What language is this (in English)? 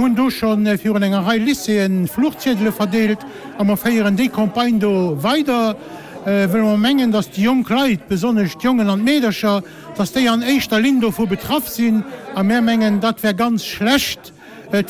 Luxembourgish